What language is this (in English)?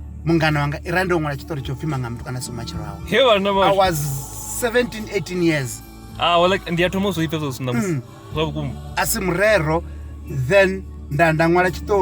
Venda